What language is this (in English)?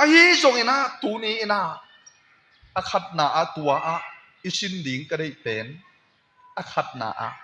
Tedim Chin